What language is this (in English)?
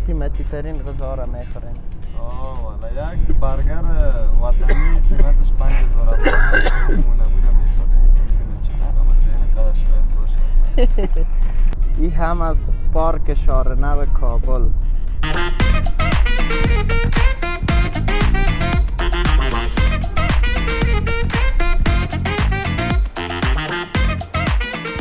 Persian